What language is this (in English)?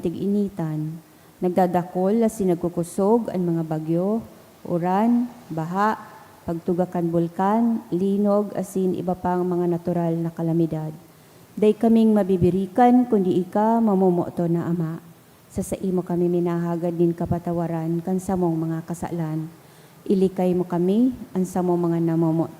Bikol